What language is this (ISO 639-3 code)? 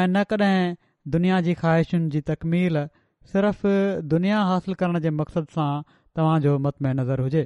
snd